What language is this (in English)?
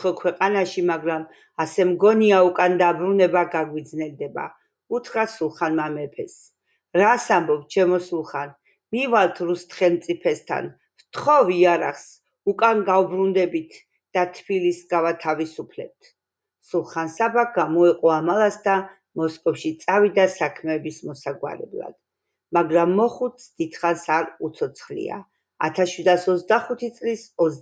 Georgian